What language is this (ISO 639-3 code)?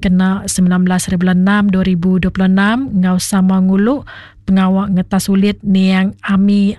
iba